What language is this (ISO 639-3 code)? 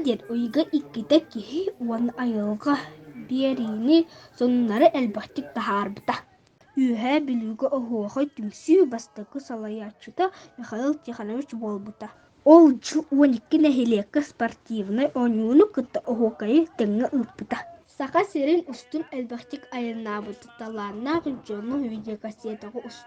sah